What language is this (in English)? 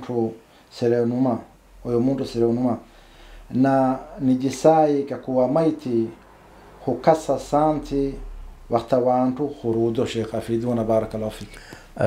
Swahili